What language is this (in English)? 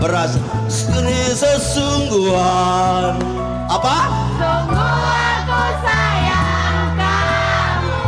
Musi